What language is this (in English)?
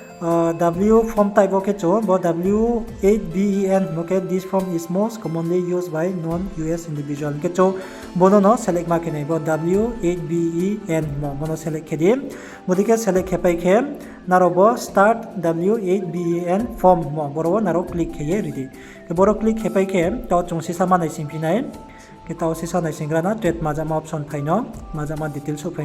Riang (India)